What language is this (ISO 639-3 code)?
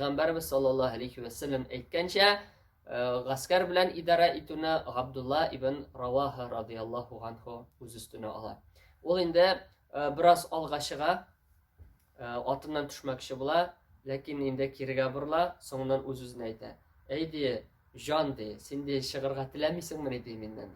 tat